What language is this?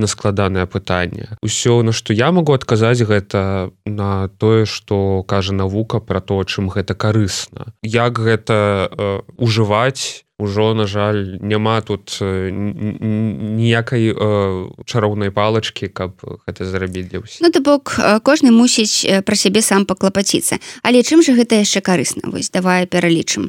Belarusian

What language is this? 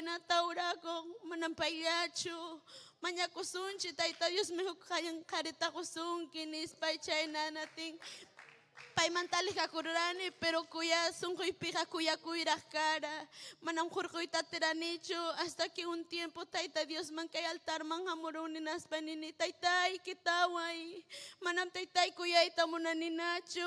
Ayacucho Quechua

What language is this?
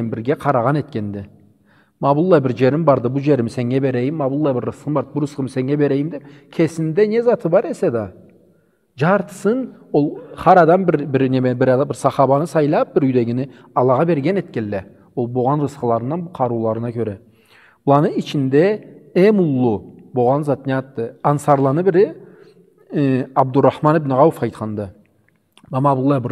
Karachay-Balkar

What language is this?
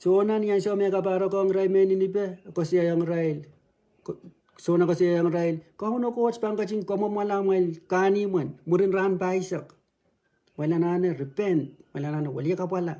Pohnpeian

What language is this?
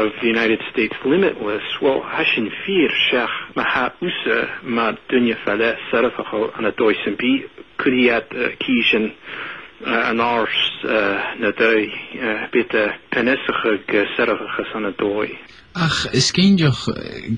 Scottish Gaelic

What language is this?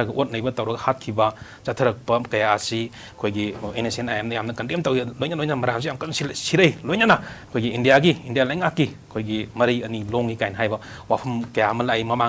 Manipuri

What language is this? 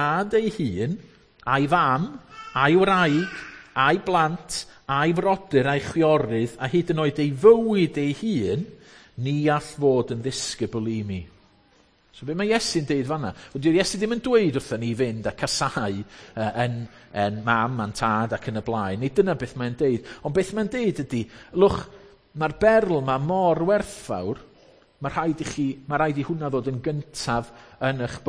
Welsh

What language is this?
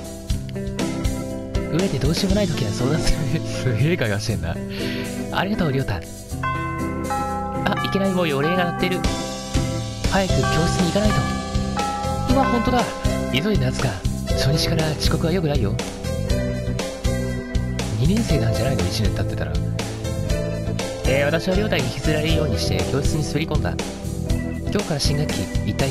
Japanese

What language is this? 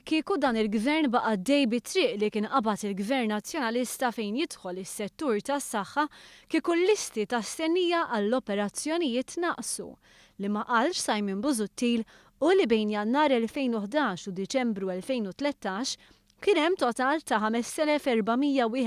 Maltese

